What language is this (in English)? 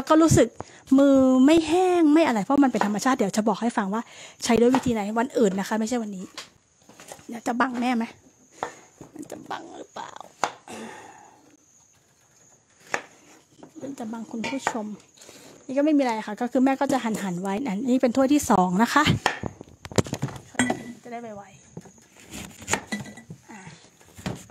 Thai